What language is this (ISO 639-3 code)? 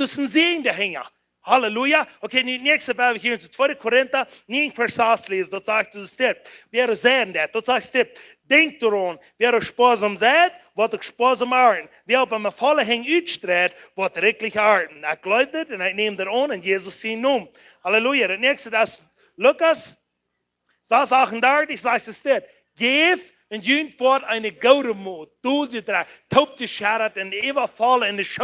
pdt